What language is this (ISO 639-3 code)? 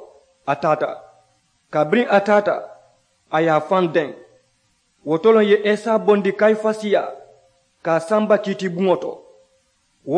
man